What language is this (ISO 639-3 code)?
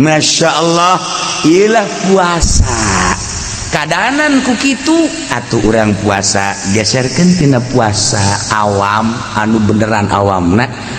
sun